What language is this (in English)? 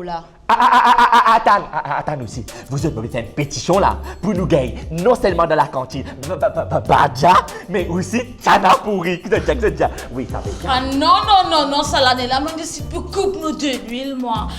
Morisyen